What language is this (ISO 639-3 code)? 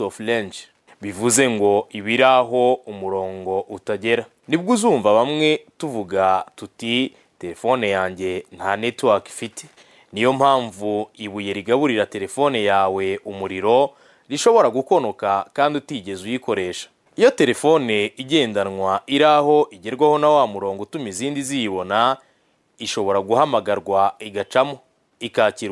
kin